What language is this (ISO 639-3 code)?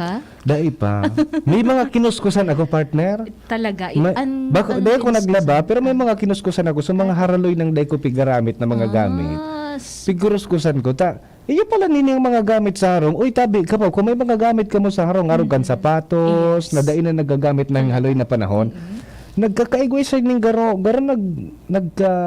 bik